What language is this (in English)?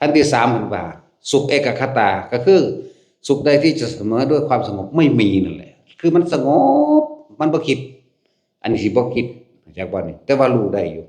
Lao